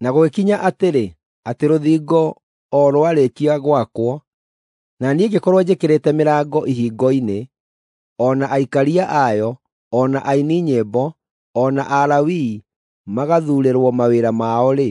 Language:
Kikuyu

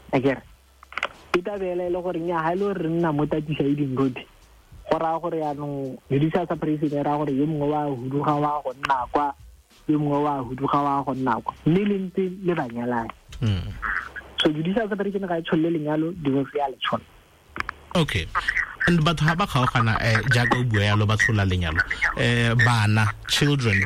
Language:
Tswana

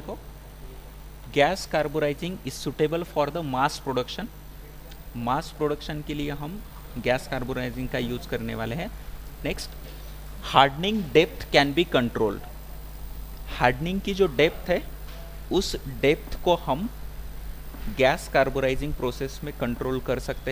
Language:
Hindi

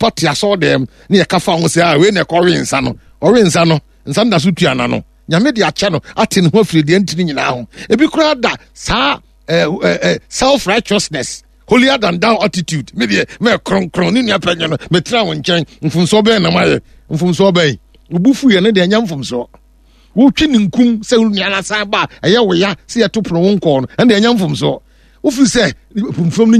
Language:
Akan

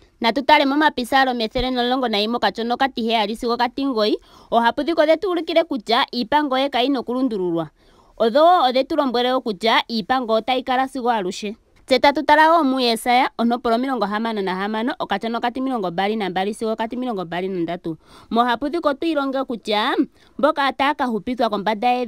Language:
Ndonga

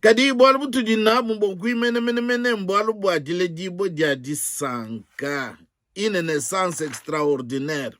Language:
Luba-Lulua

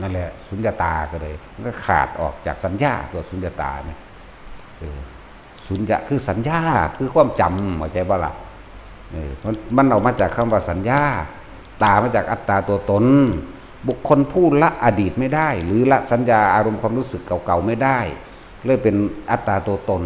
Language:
Northeastern Thai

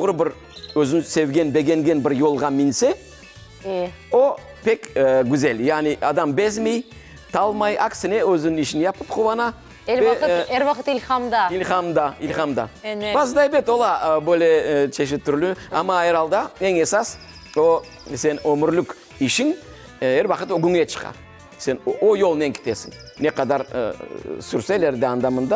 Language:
Crimean Tatar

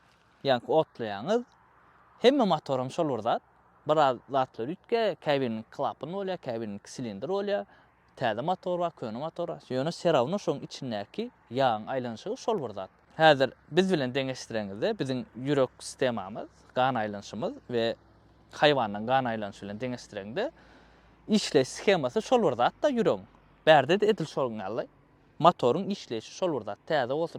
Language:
Turkmen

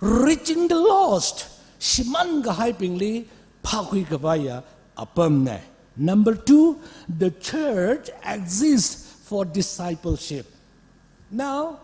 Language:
Tangkhul Naga (India)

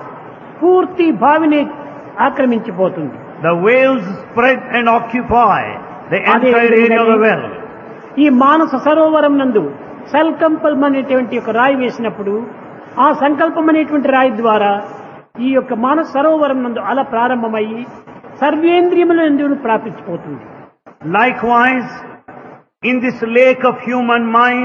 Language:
Telugu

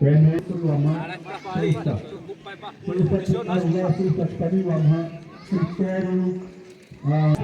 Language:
Xavánte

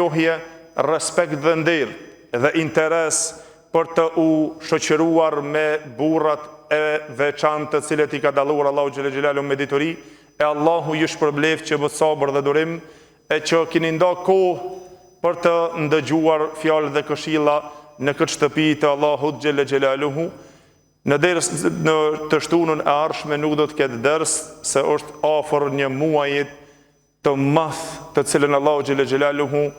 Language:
Albanian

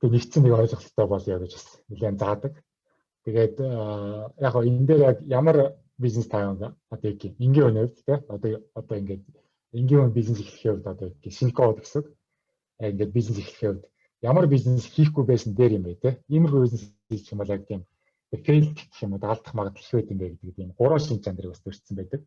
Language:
Mongolian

